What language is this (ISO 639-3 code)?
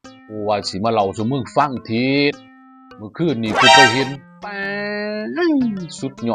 tts